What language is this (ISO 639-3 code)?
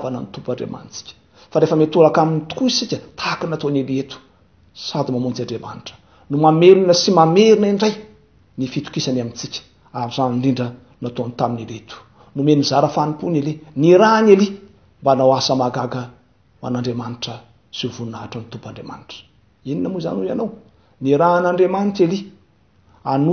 mlg